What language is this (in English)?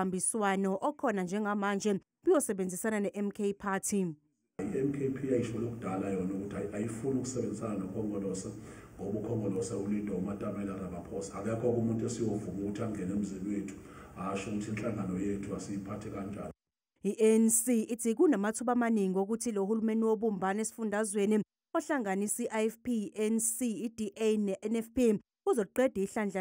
Zulu